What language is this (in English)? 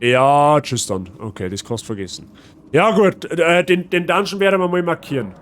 Bavarian